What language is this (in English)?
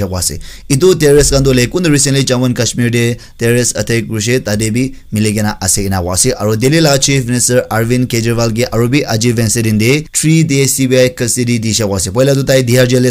Naga Pidgin